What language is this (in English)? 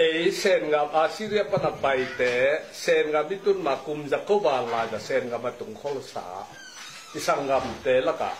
Tedim Chin